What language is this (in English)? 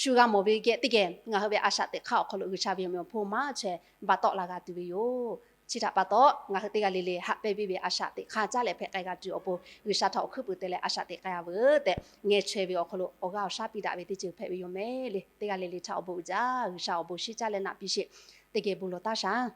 Lahu